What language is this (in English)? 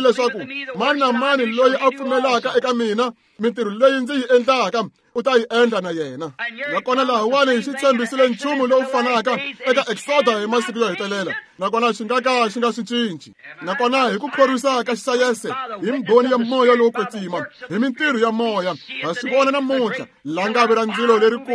Tsonga